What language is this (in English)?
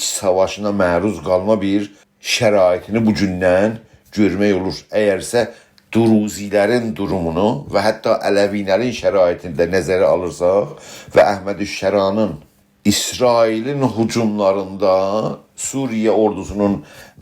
South Azerbaijani